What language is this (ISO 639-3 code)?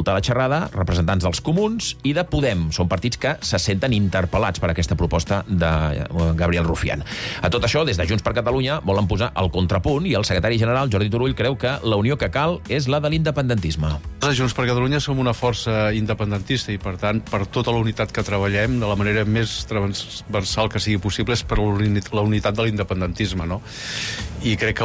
cat